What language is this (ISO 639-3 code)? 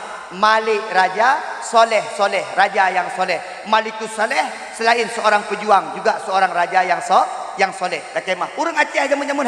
ace